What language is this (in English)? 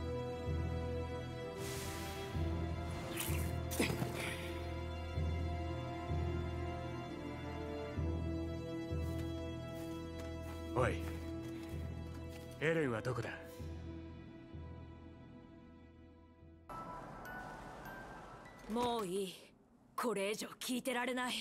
Japanese